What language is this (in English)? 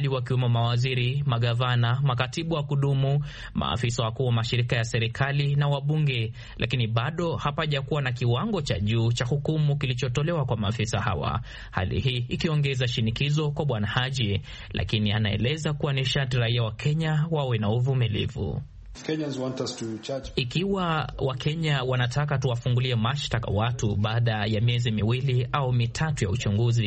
Swahili